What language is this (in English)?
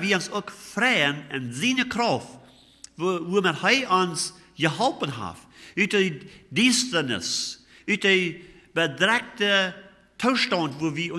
Plautdietsch